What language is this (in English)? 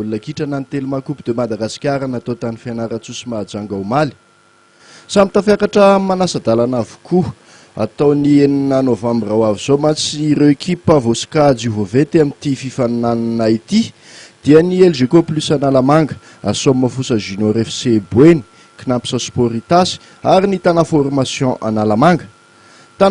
Malagasy